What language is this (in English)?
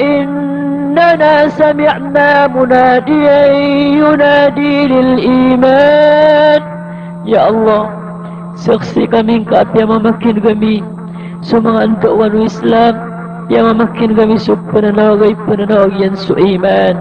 Maranao